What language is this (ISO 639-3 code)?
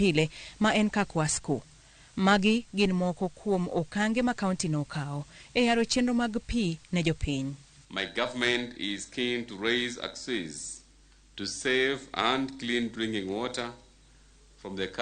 luo